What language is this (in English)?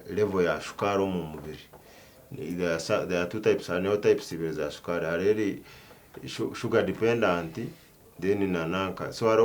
Nyankole